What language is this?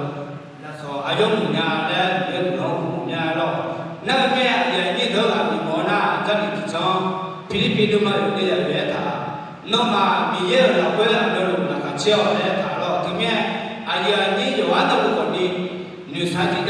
Akha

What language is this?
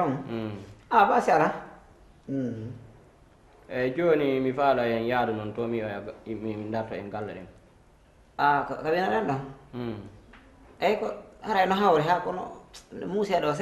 Fula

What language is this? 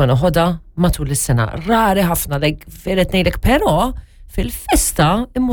Maltese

